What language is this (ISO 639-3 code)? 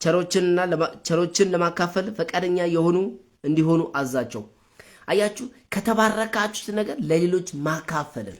amh